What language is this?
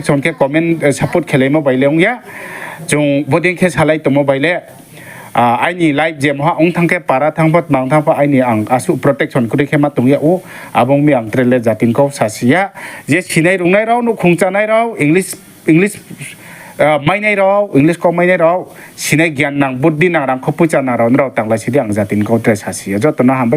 Riang (India)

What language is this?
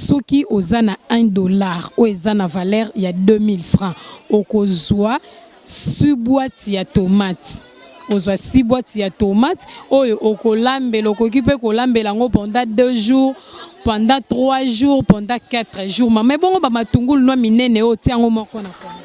Lingala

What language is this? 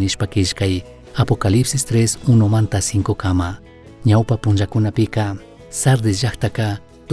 Chimborazo Highland Quichua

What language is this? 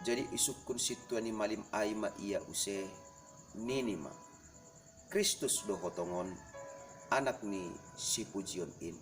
Batak Simalungun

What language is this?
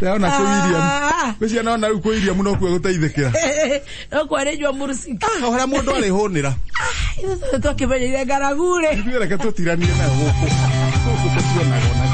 Kikuyu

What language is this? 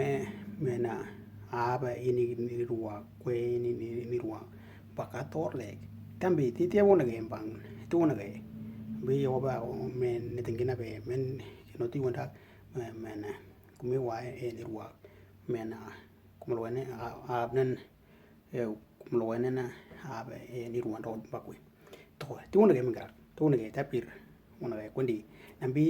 Western Dani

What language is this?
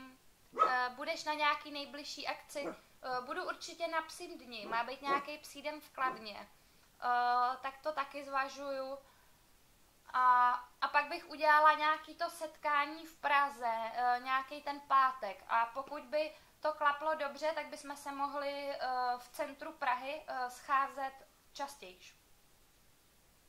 Czech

